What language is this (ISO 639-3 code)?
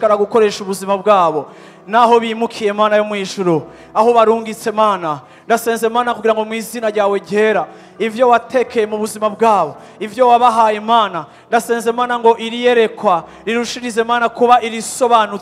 run